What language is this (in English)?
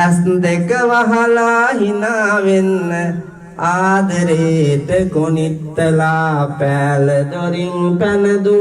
Sinhala